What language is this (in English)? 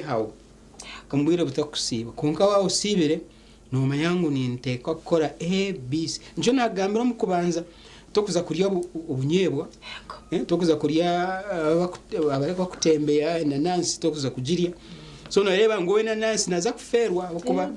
Nyankole